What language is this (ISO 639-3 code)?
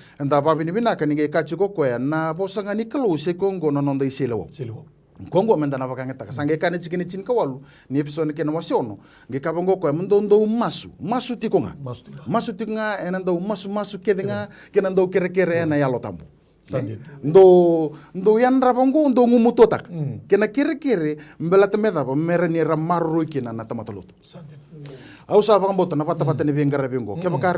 fij